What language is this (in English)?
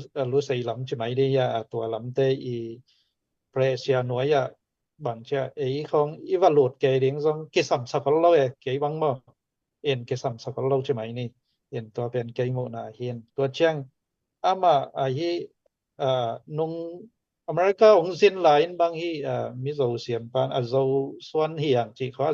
Tedim Chin